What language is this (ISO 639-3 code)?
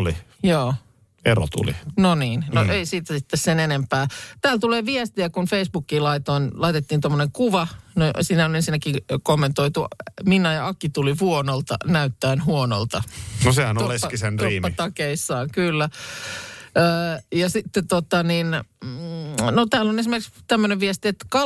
fin